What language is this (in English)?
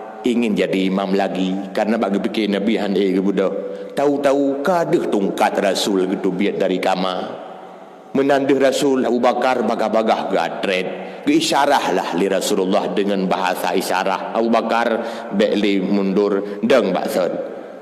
Achinese